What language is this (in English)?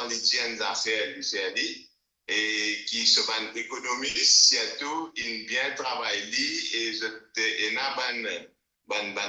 Morisyen